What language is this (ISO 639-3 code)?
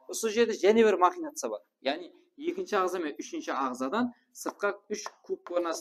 kaa